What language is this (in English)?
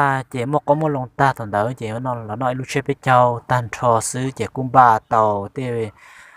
Hmong